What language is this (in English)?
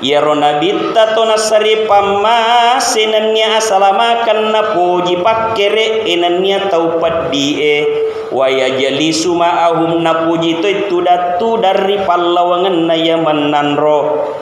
Buginese